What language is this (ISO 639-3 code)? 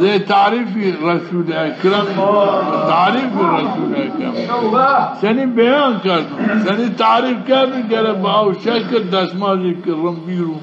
zza